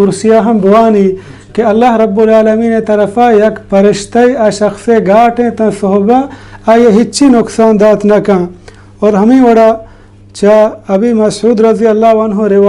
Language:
Baluchi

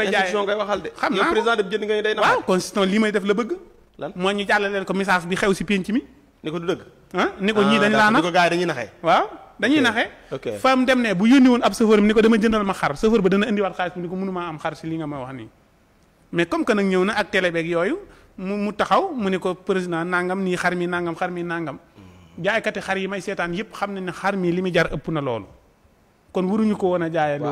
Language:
Wolof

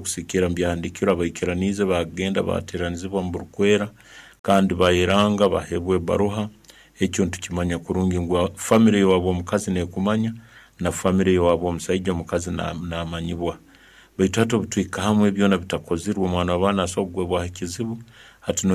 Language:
Nyankole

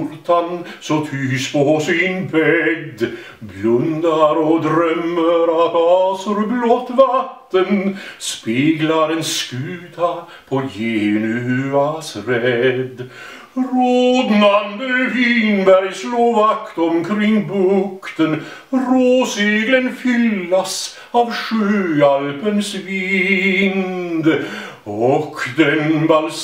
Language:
Swedish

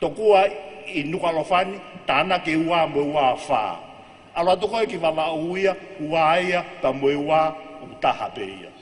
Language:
Tongan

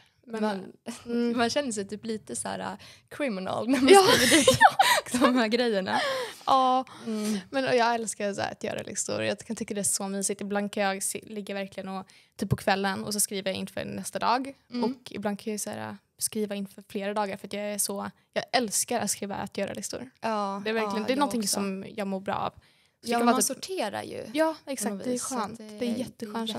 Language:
Swedish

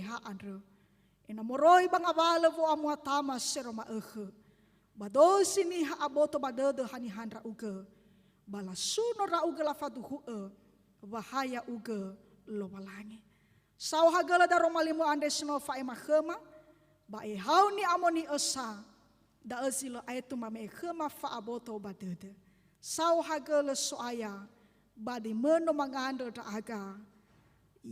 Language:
Nias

